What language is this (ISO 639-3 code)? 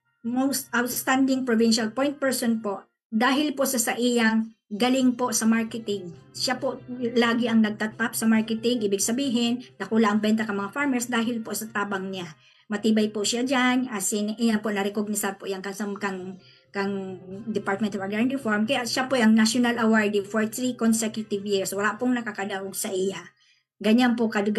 bik